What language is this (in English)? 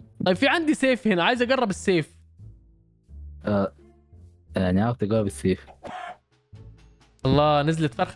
Egyptian Arabic